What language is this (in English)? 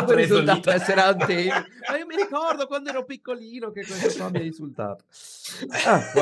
Italian